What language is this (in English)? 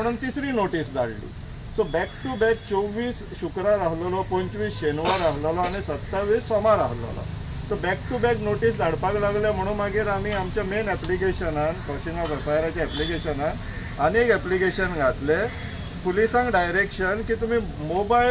Konkani